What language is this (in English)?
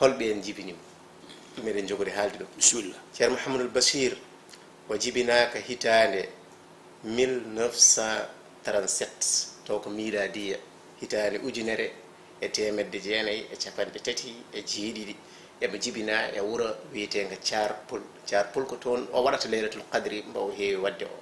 Fula